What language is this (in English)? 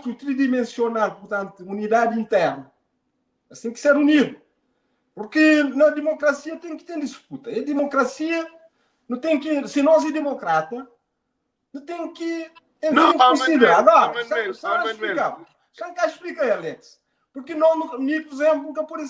Kabuverdianu